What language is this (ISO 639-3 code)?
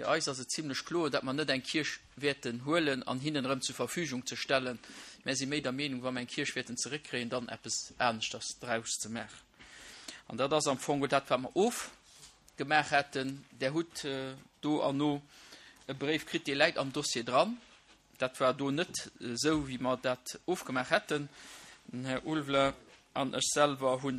ltz